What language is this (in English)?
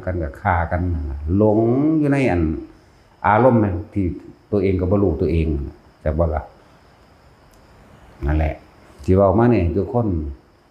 Northeastern Thai